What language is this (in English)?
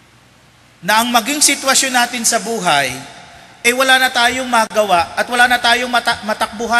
Filipino